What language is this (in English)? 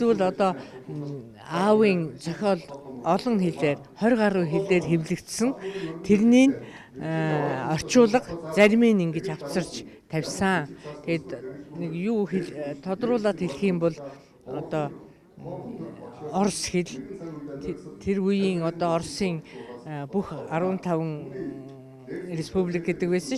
Mongolian